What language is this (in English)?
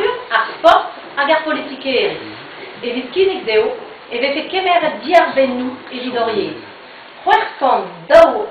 Breton